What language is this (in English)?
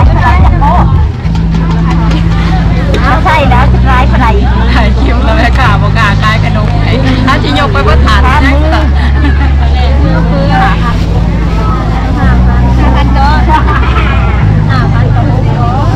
Thai